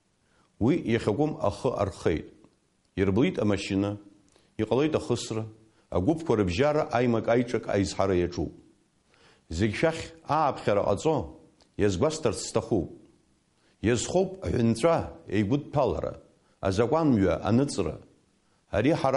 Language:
Abkhazian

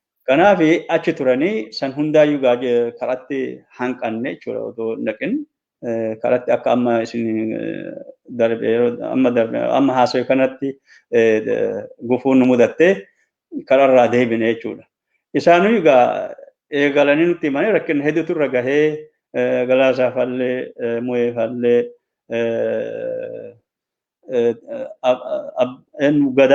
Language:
Oromo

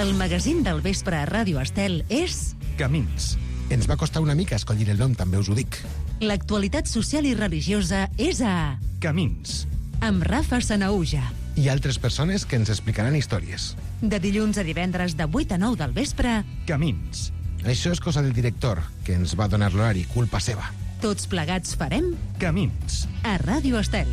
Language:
Catalan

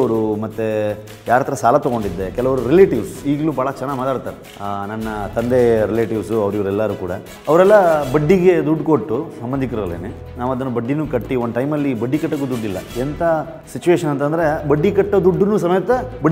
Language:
Kannada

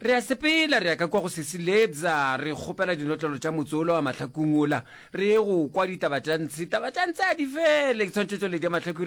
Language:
Northern Sotho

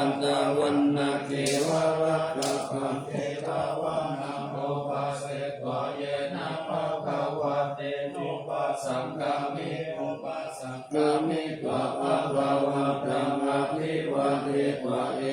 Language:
Pali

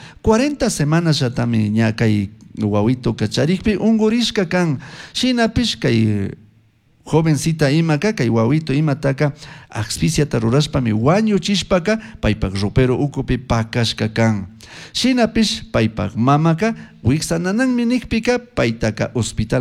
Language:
Chimborazo Highland Quichua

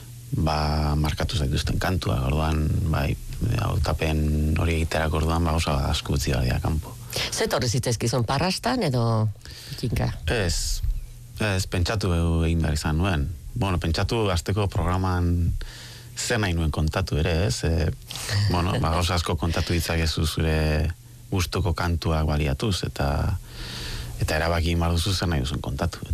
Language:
Basque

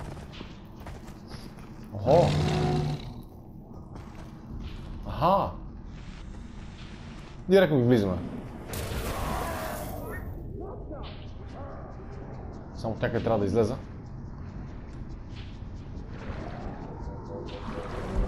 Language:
Bulgarian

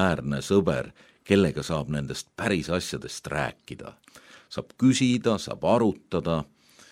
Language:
Estonian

